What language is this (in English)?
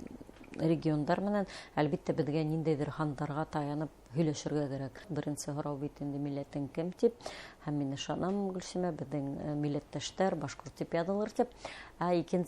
Bashkir